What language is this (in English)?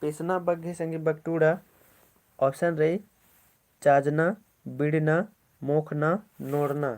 Kurukh